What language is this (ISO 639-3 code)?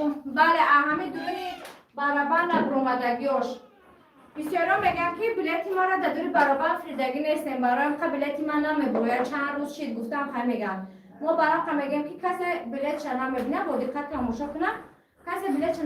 tgk